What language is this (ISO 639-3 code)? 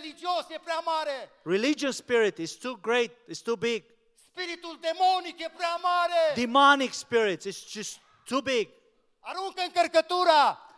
ron